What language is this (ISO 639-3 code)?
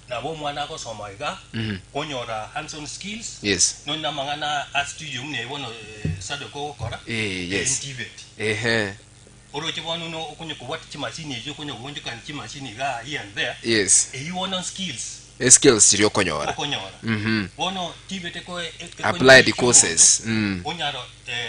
guz